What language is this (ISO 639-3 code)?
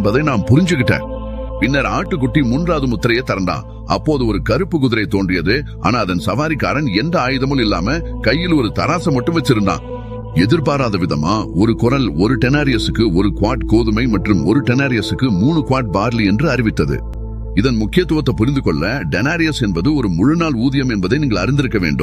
tam